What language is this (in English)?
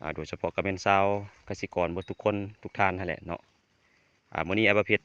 Lao